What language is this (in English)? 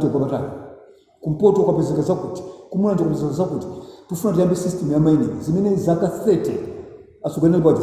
Nyanja